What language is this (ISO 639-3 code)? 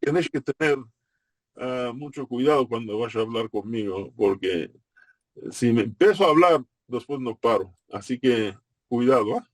lad